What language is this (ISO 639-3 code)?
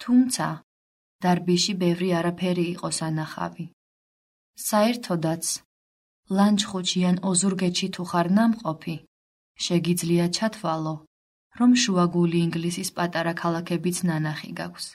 kat